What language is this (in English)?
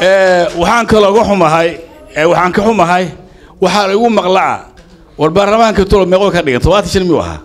Somali